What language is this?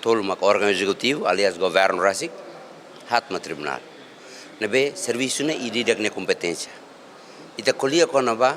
Tetum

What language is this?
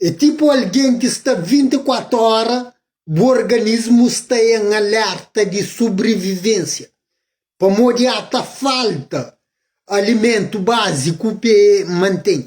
Kabuverdianu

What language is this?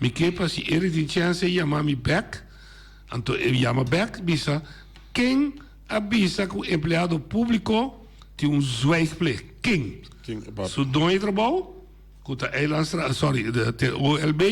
Papiamento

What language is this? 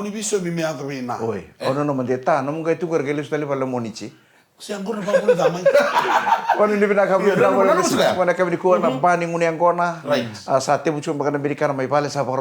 Fijian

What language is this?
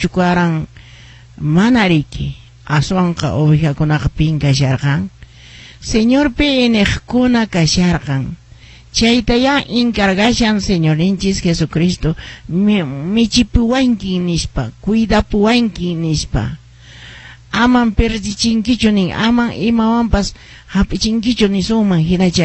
Quechua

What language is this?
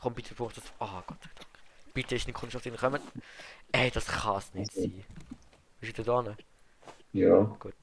Swiss German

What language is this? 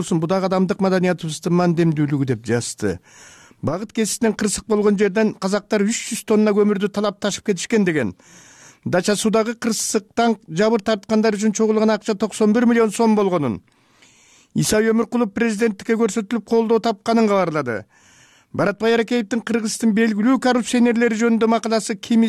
Kyrgyz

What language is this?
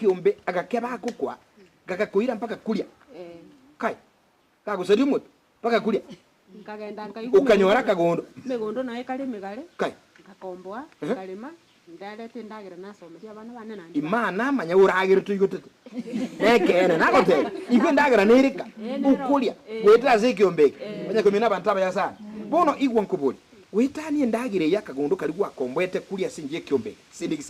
Gusii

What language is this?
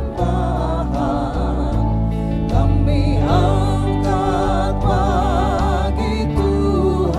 Ambonese Malay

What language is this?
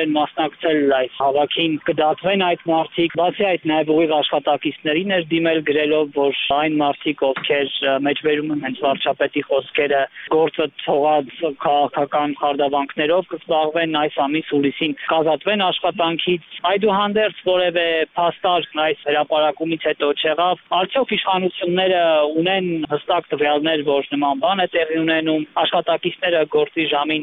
Armenian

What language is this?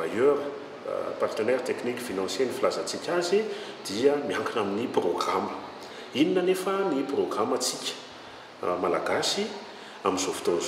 Malagasy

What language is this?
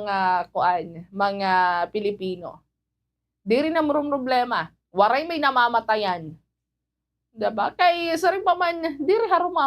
Waray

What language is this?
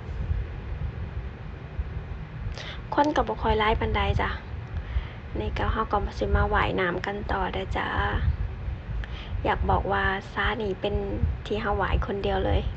Lao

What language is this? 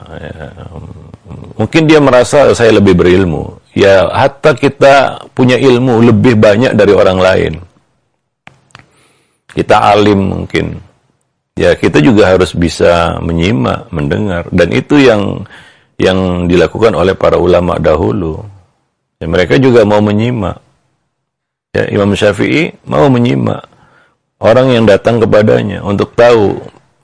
Indonesian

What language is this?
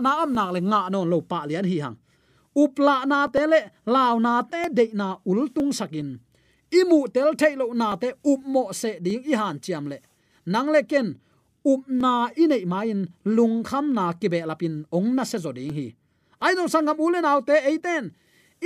Tedim Chin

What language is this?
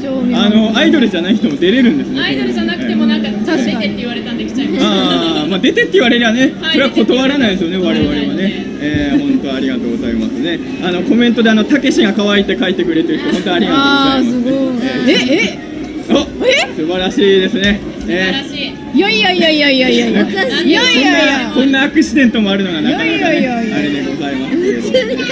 Japanese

